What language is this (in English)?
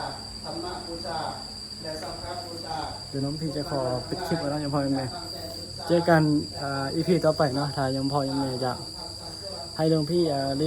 Northeastern Thai